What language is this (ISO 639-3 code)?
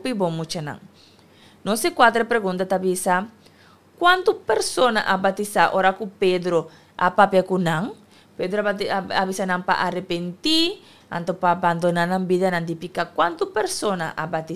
pap